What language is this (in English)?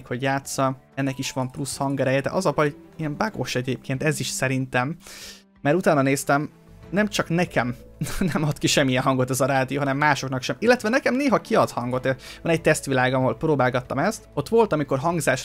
Hungarian